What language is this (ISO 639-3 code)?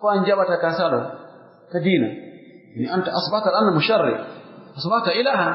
fuf